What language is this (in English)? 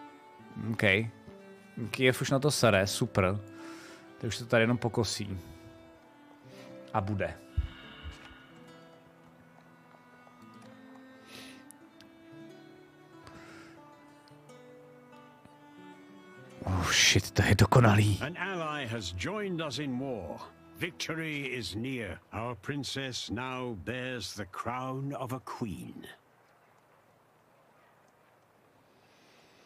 Czech